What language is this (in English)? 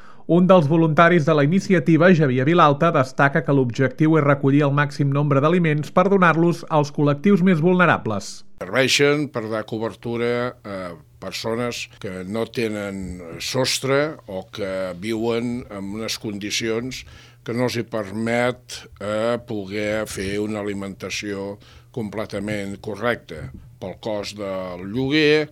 Catalan